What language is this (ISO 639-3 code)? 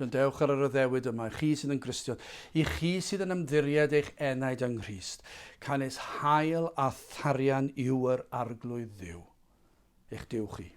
cym